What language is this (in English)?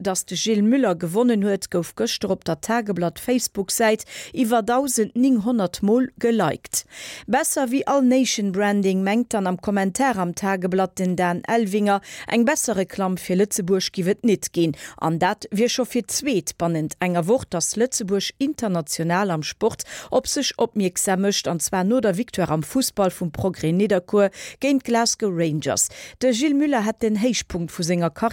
Luxembourgish